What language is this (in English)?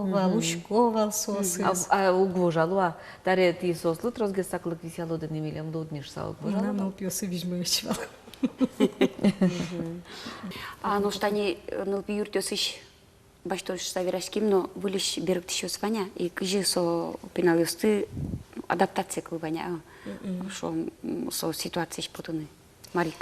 Udmurt